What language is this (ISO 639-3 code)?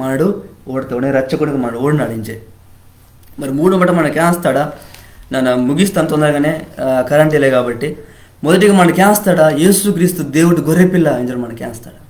kff